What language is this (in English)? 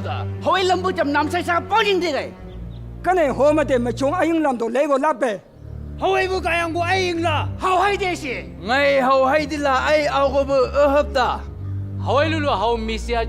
Chang Naga